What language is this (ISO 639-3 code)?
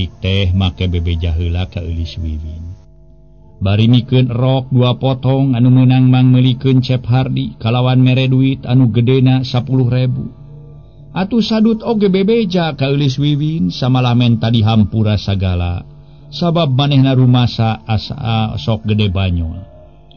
sun